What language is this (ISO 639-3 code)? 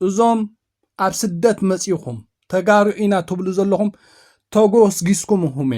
tir